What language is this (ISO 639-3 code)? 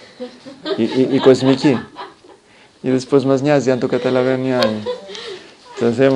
ell